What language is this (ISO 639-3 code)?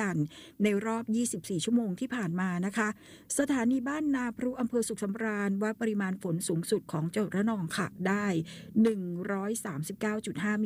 tha